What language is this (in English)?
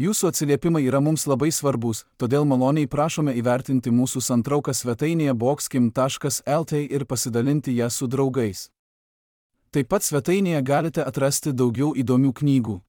Lithuanian